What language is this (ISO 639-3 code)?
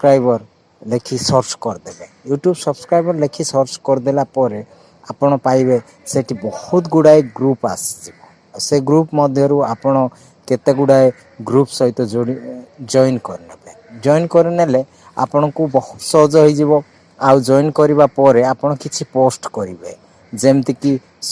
ori